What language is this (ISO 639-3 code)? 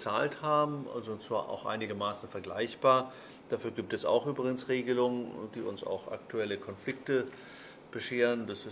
deu